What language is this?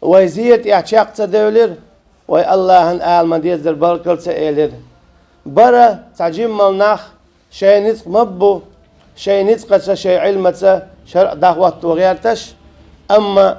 Chechen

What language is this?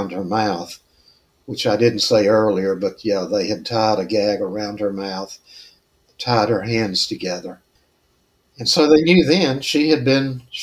English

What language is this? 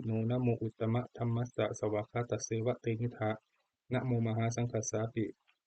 Pali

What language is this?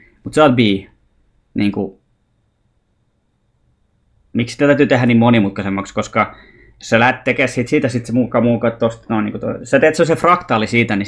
Finnish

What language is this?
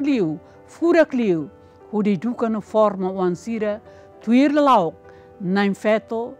Tetum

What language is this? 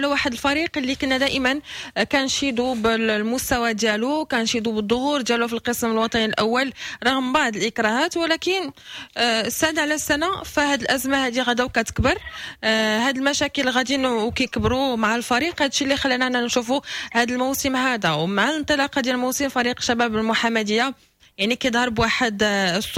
Moroccan Arabic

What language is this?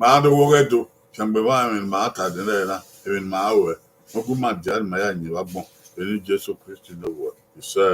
Bini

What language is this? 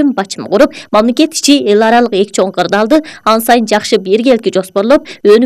Kyrgyz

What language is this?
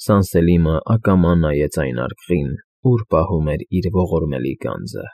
Armenian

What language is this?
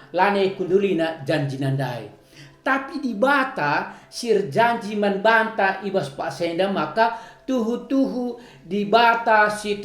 Batak Karo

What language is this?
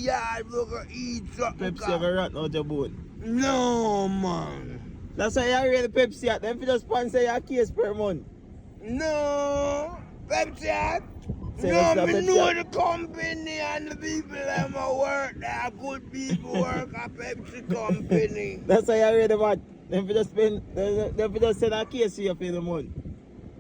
Jamaican Creole English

